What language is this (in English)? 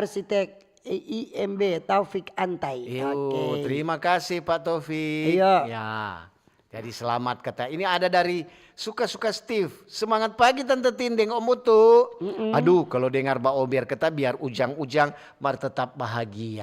Manado Malay